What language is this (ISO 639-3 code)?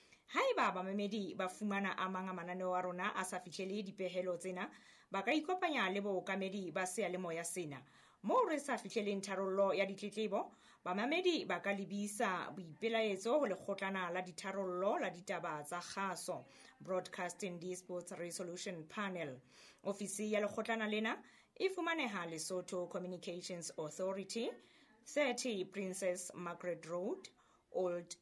sot